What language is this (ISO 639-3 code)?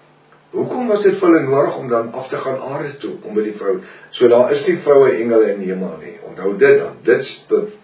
afr